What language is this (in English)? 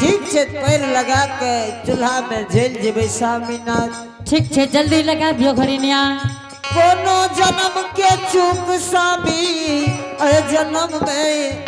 Angika